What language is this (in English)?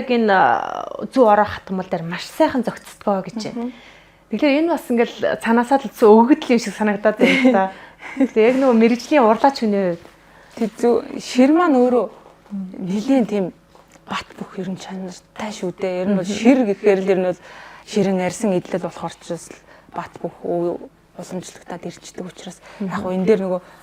Mongolian